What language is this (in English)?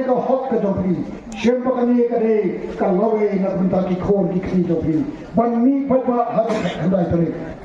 Khasi